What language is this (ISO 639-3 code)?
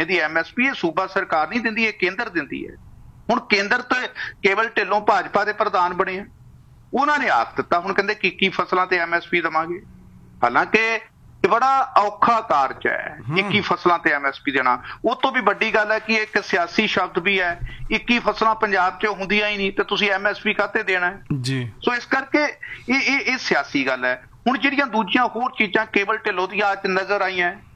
pan